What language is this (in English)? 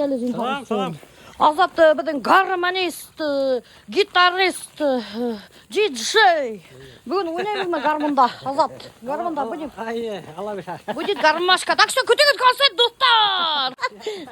Bashkir